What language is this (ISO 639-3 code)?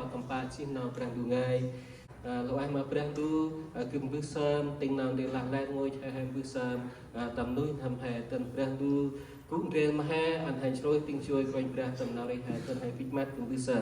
cmo